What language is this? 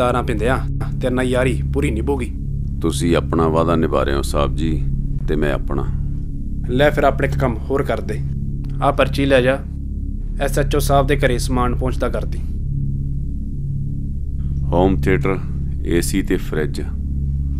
Punjabi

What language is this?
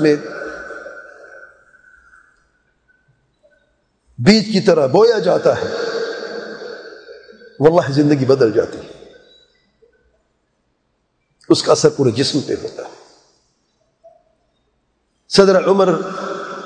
Urdu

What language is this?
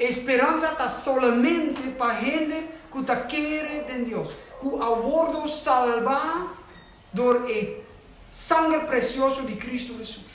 Papiamento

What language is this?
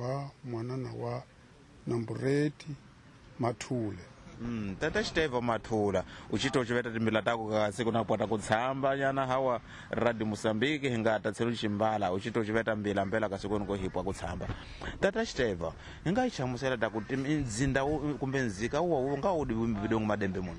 Tsonga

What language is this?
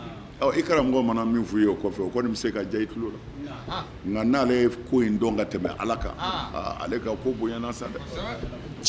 Bambara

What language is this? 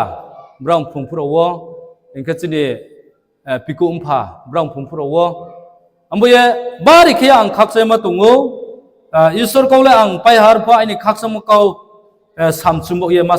Riang (India)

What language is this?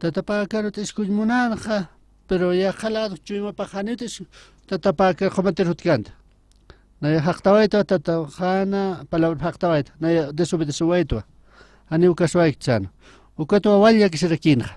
Aymara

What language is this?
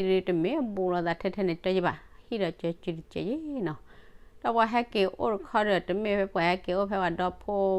S'gaw Karen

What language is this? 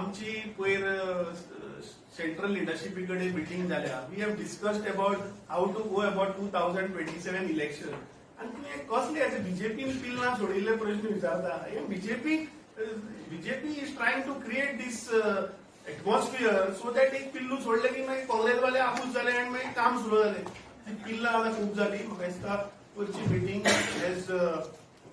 Konkani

